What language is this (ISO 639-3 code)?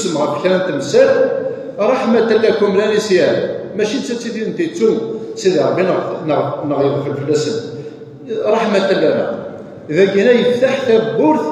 kab